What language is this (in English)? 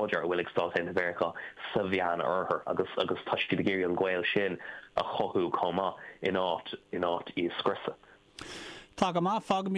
Irish